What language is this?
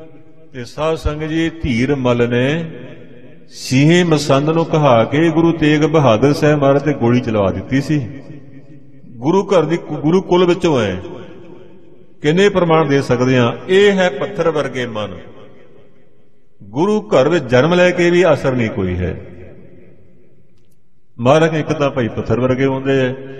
Punjabi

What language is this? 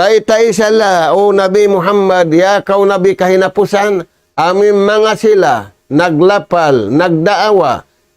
Tausug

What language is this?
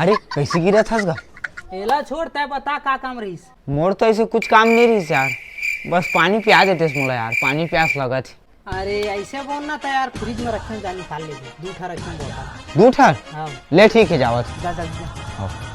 Chhattisgarhi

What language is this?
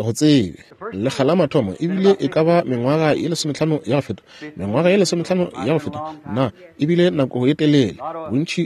Northern Sotho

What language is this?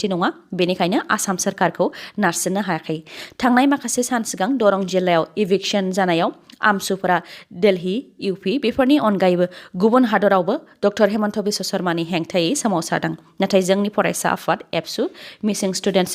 Bodo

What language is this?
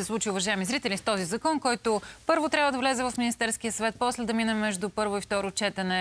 Bulgarian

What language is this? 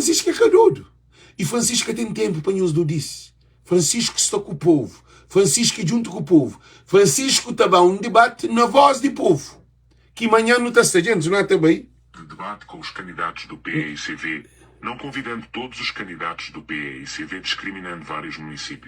Kabuverdianu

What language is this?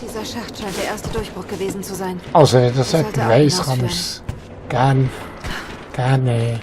Swiss German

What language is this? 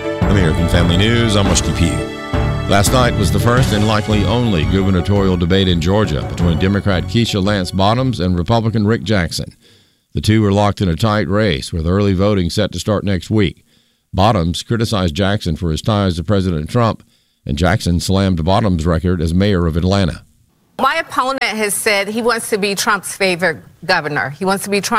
English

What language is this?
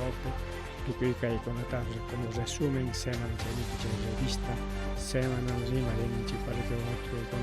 Ayacucho Quechua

